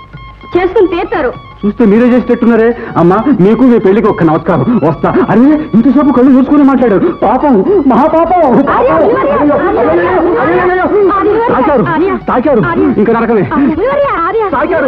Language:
Telugu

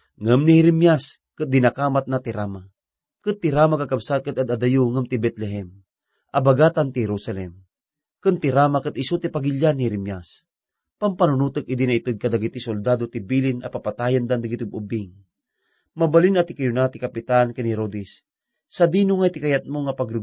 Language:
Iloko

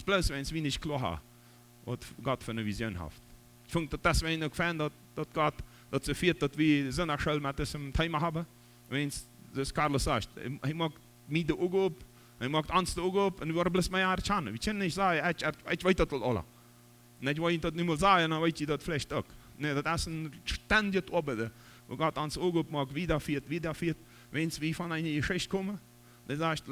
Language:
Plautdietsch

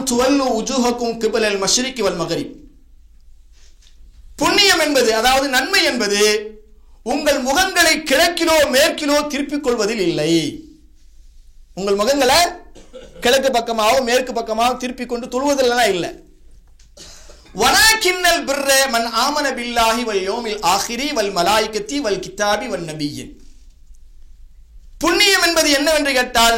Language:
Tamil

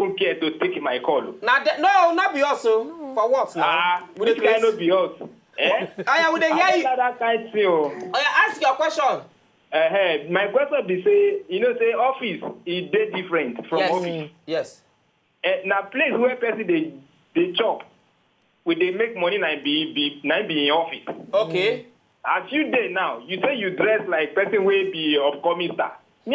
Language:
Nigerian Pidgin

